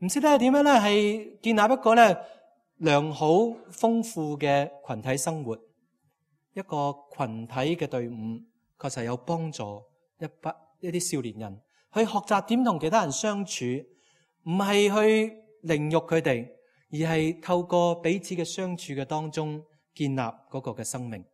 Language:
Cantonese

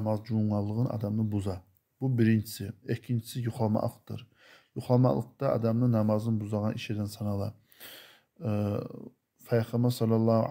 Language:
Kumyk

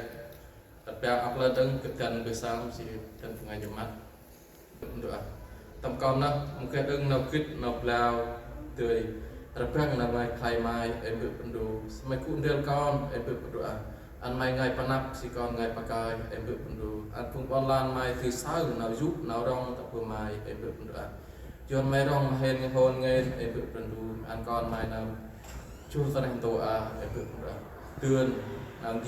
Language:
Central Mnong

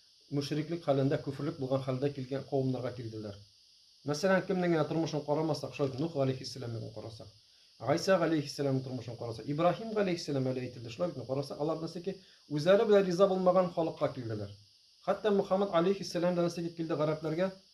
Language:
Tatar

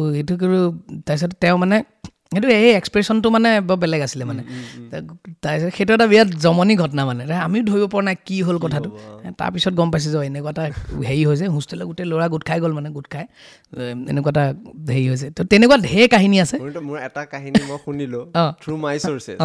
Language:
Assamese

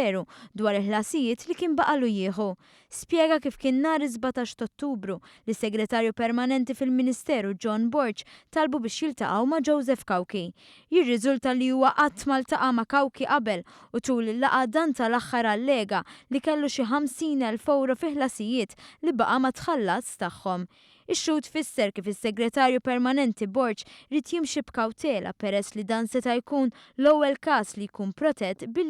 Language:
Maltese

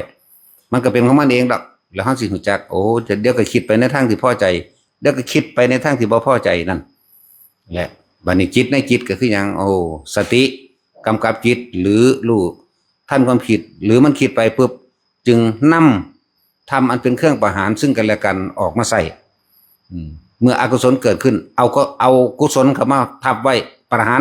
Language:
Northeastern Thai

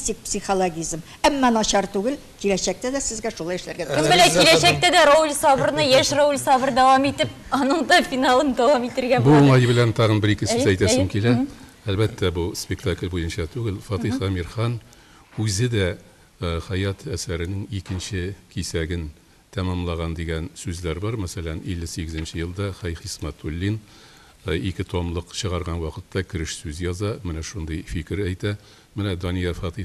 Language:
Tatar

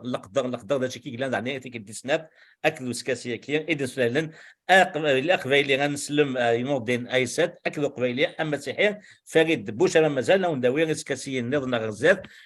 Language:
Kabyle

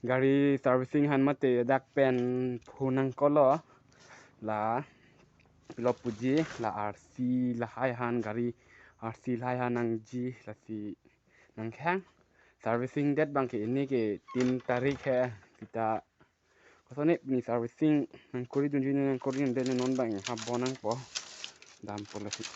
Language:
Karbi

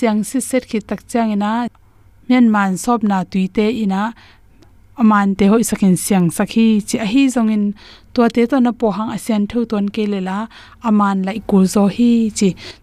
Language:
Tedim Chin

